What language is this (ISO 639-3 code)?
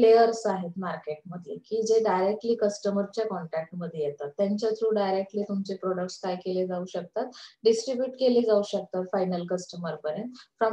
mar